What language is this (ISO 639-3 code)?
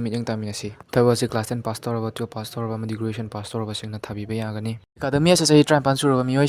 mni